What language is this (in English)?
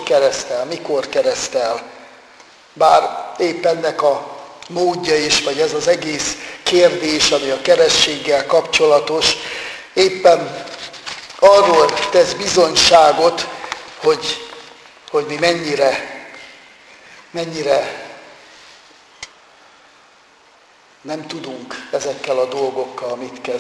Hungarian